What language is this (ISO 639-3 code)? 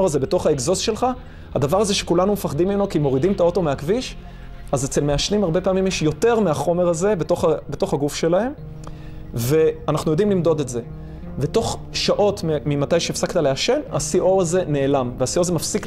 heb